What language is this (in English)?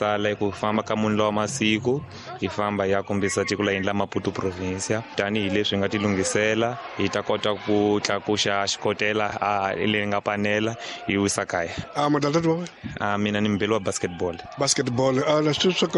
Tsonga